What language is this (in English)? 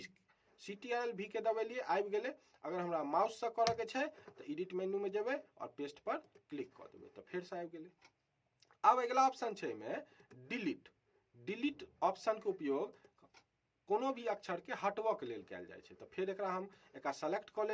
Maithili